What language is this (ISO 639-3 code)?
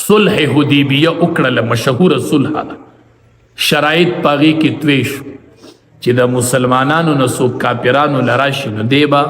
pus